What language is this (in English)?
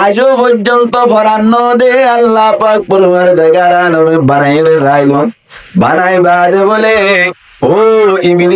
Rohingya